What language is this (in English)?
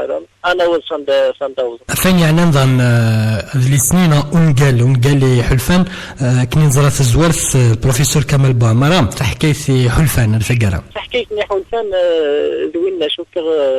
Kabyle